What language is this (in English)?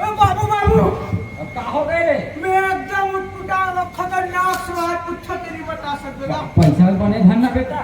Chhattisgarhi